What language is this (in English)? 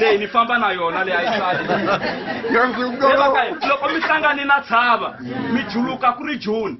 Tsonga